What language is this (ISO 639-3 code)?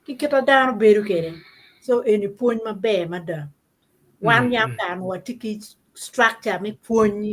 ach